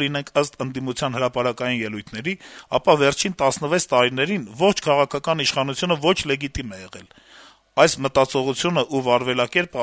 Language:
Armenian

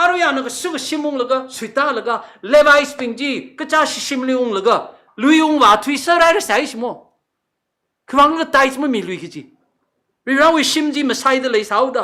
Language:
Tangkhul Naga (India)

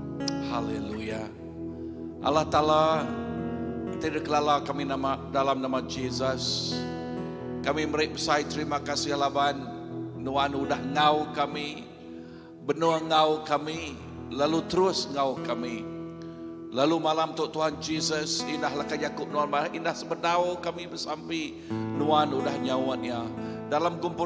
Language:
Iban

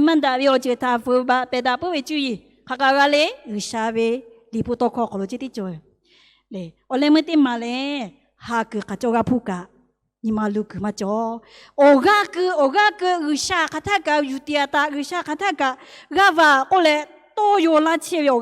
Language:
Lahu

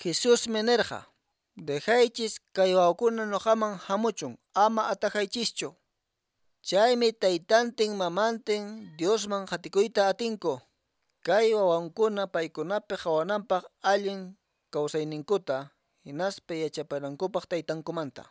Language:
Quechua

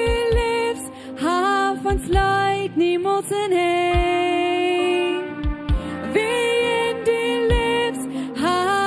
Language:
Plautdietsch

